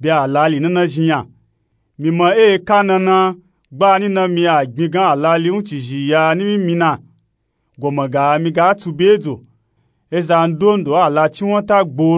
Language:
Nupe-Nupe-Tako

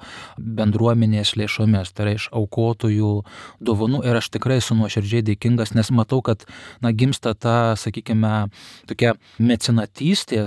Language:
Lithuanian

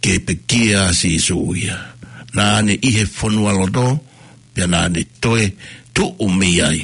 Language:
Tongan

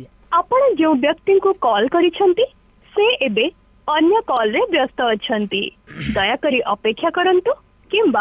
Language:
Odia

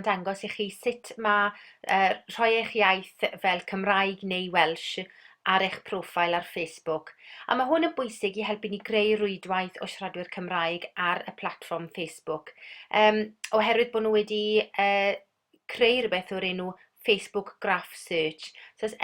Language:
Welsh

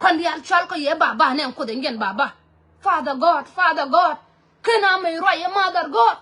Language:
Nuer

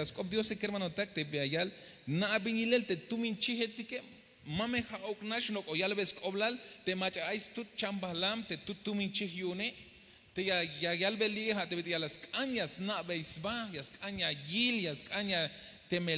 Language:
Tzeltal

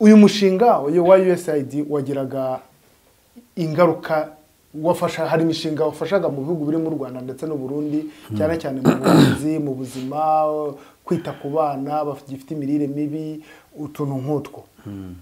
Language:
Kinyarwanda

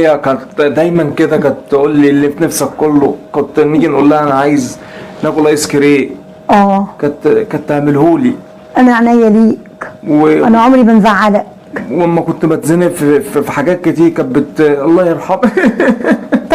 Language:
Egyptian Arabic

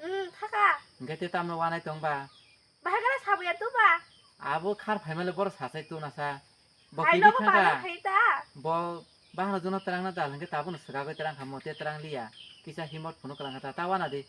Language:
Kok Borok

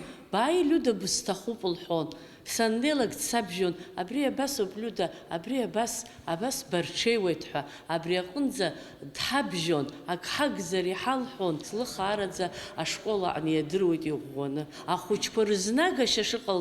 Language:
Abkhazian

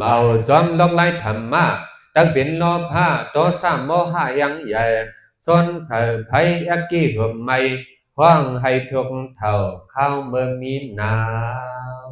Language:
Shan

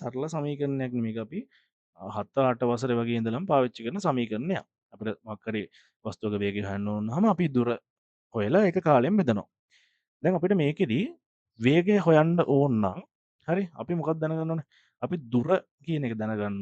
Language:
Sinhala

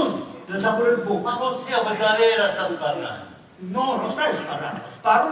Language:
Sicilian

